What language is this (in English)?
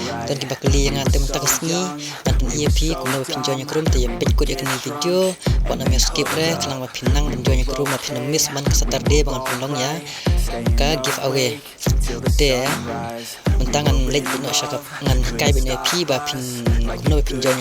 Khasi